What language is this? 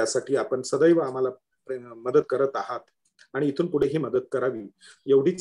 Marathi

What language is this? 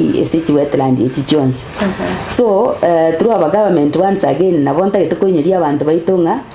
Gusii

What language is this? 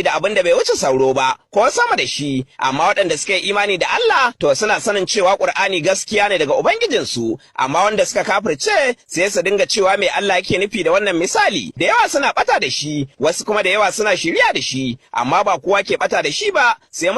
Hausa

